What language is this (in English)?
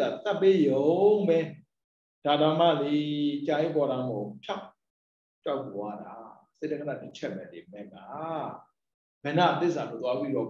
Burmese